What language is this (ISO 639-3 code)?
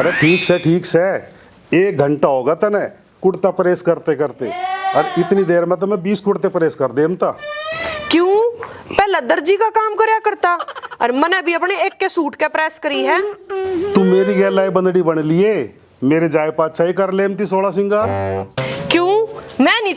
bgc